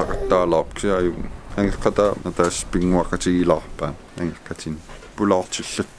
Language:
Kalaallisut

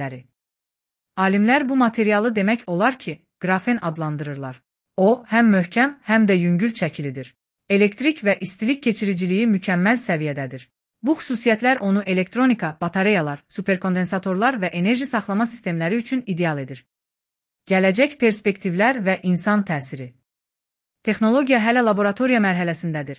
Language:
Azerbaijani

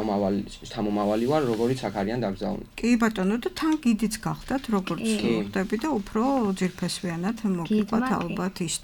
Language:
Georgian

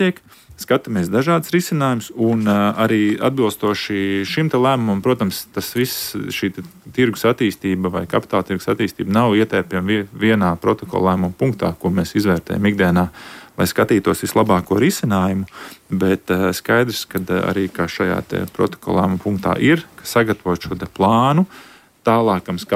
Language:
Latvian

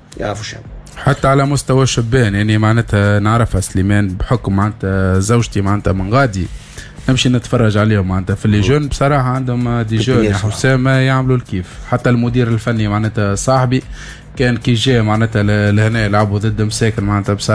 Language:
Tunisian Arabic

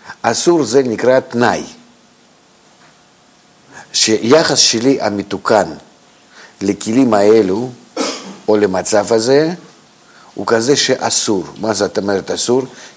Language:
Hebrew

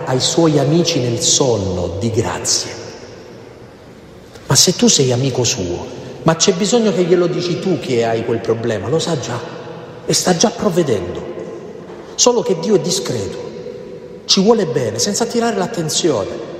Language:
Italian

